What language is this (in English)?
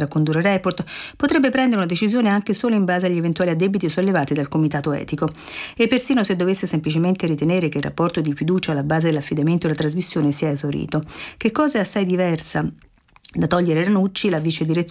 Italian